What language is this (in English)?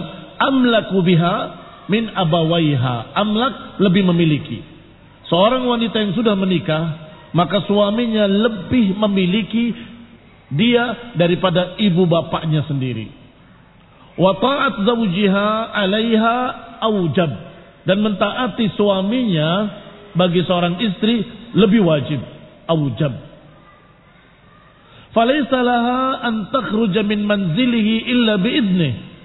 Indonesian